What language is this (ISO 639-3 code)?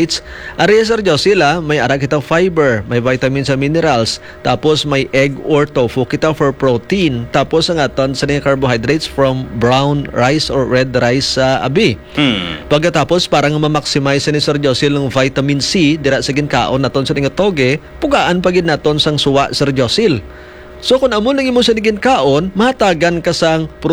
hil